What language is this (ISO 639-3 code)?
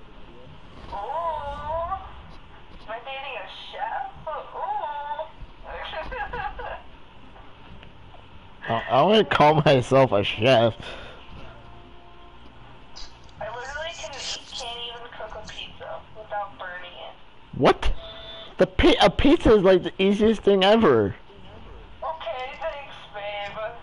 eng